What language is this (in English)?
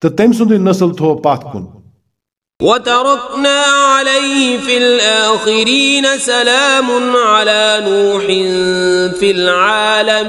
Kashmiri